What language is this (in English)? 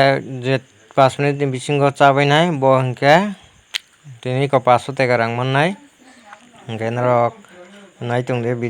Kok Borok